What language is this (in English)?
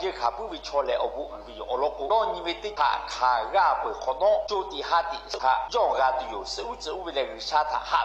Lahu